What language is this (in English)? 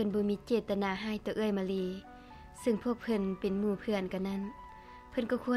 Lao